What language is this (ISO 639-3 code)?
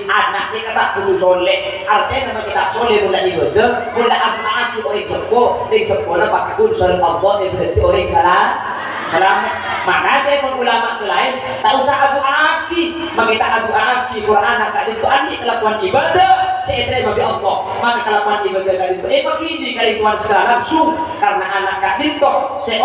mad